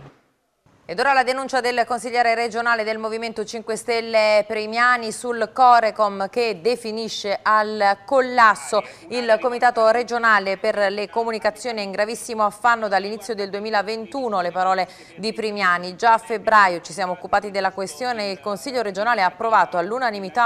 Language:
Italian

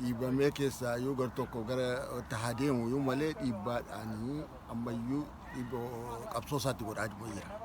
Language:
Oromo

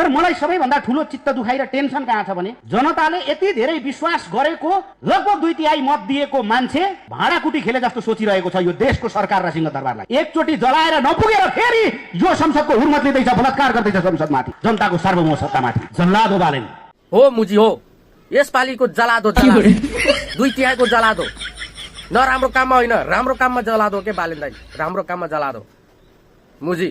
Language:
Nepali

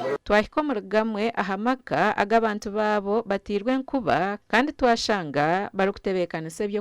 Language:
Nyankole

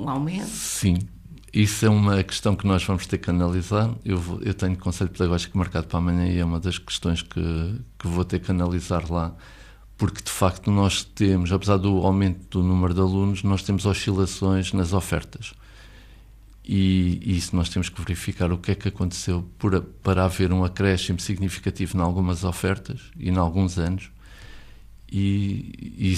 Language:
Portuguese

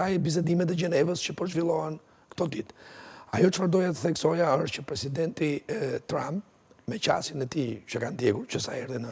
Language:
Albanian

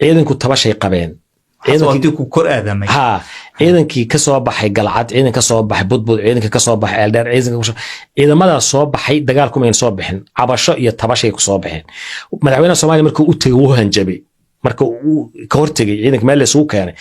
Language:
Somali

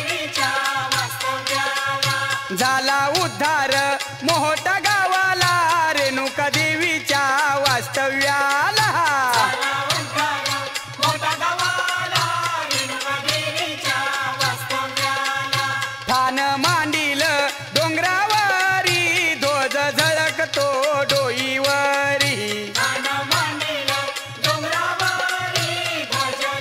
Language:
Marathi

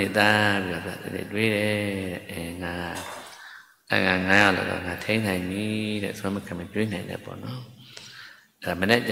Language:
Burmese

